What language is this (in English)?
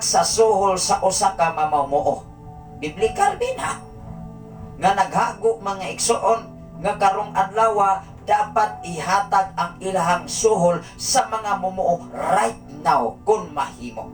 Cebuano